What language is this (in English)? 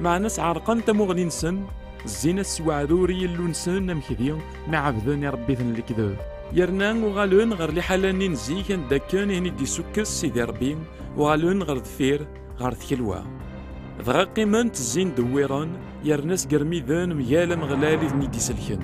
Kabyle